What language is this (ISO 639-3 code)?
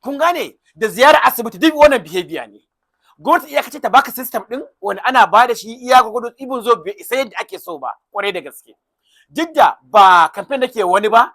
hau